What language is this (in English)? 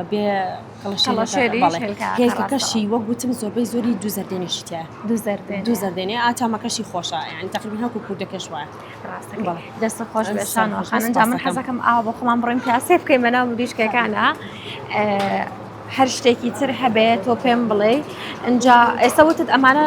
Central Kurdish